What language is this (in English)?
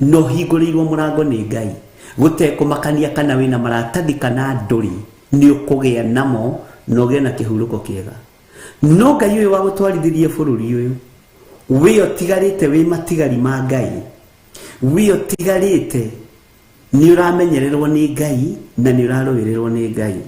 Kikuyu